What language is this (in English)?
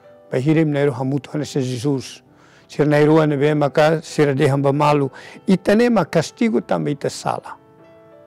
Tetum